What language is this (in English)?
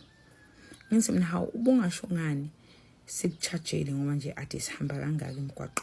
Zulu